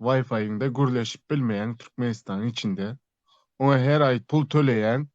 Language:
Turkmen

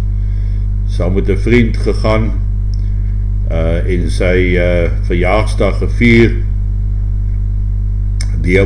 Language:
Afrikaans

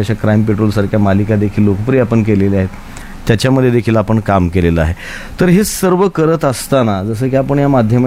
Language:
Marathi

